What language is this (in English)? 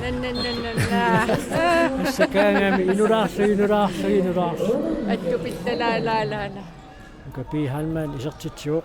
Kalaallisut